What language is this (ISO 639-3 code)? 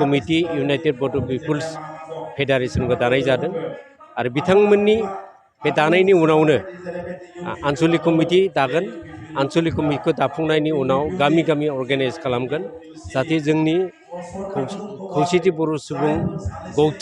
brx